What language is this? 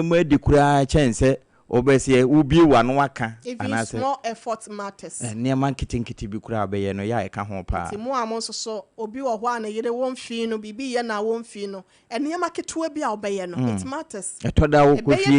Akan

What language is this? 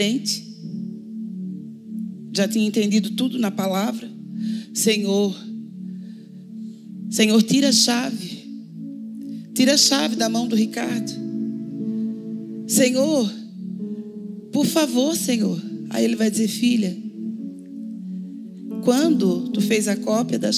Portuguese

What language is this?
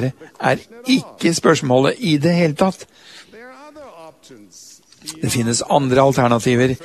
Norwegian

